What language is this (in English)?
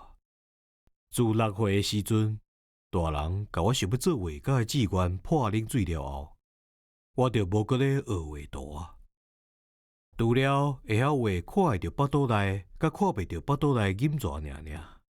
Min Nan Chinese